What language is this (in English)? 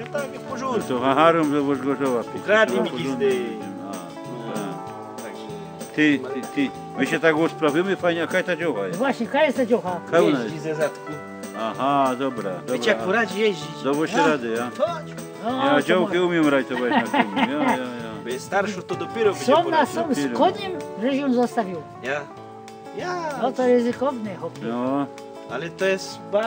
Silesian